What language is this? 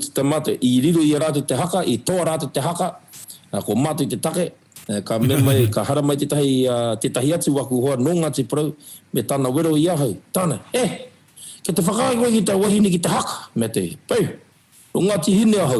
Māori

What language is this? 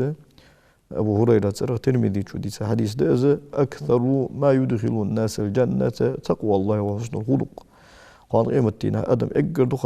Ingush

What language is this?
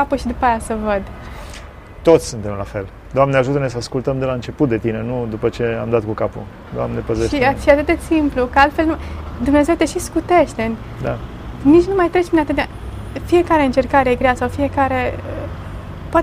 Romanian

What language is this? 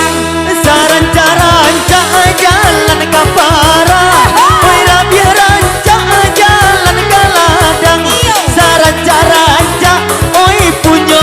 Minangkabau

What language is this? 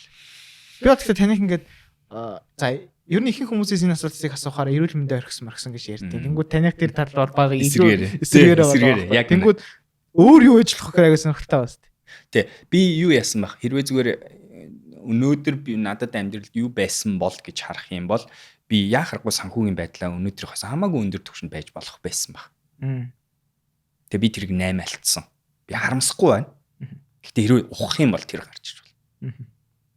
Mongolian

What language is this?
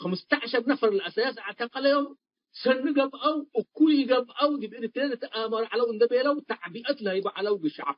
Tigre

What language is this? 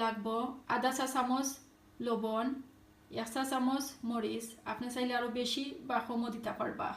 Sylheti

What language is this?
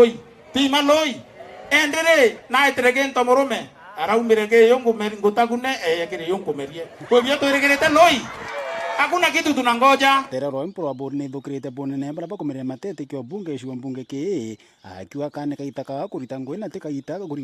Meru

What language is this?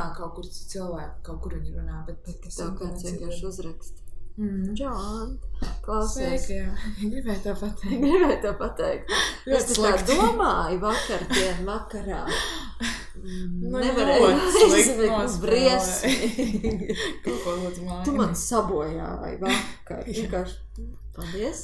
Latvian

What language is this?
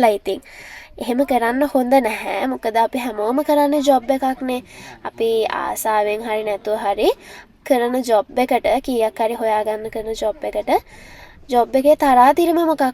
Sinhala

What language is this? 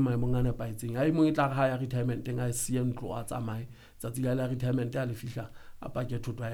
Southern Sotho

